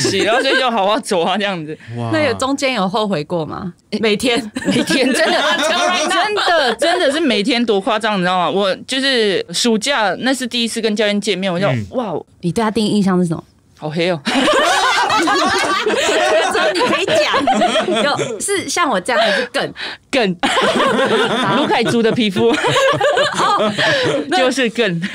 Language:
Chinese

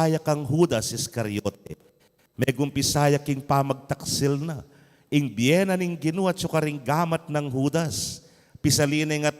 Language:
Pampanga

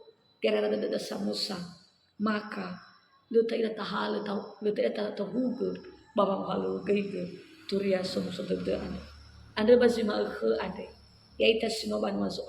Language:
Nias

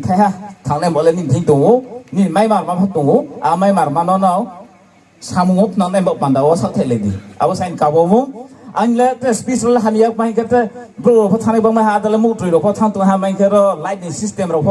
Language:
Riang (India)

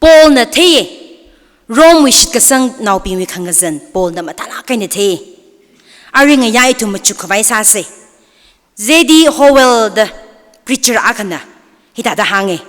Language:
Tangkhul Naga (India)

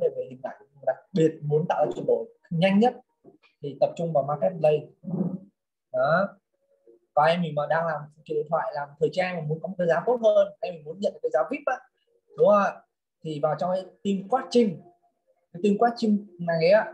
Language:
Vietnamese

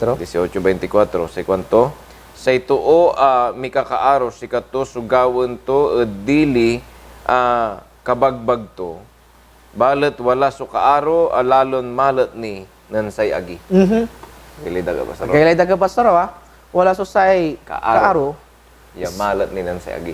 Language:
Pangasinan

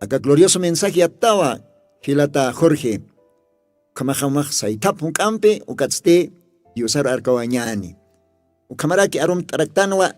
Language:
Aymara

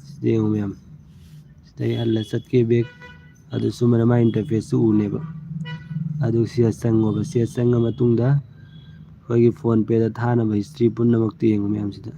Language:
Manipuri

